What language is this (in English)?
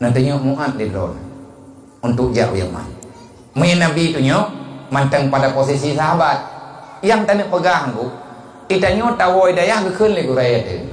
Achinese